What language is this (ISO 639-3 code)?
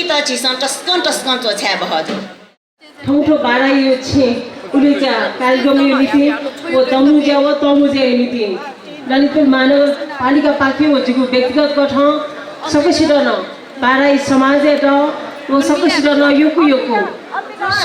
new